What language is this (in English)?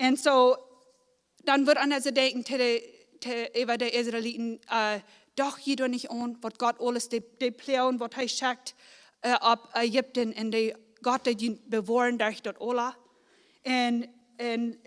Plautdietsch